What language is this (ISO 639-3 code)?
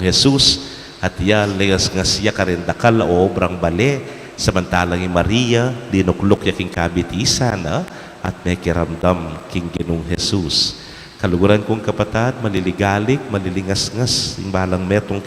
pam